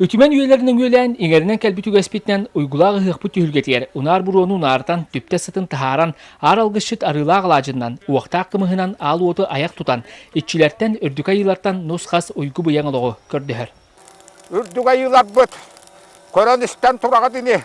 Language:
Yakut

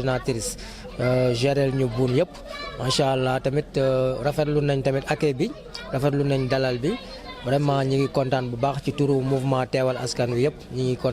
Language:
Wolof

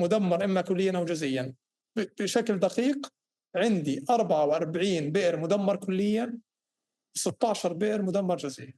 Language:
North Levantine Arabic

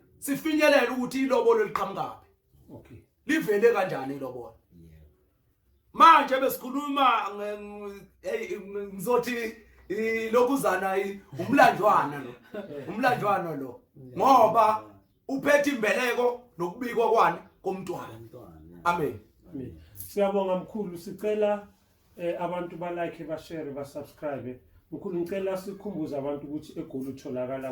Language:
Zulu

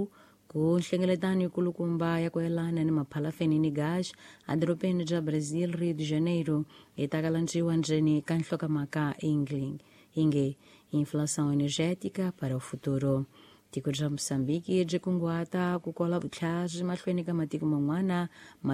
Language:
Tsonga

